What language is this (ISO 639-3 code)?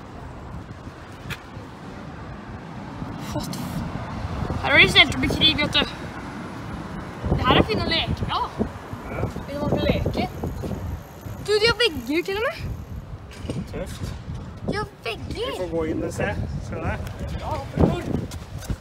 nor